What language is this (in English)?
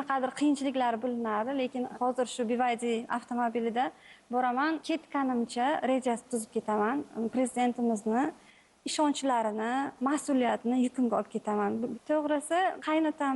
Uzbek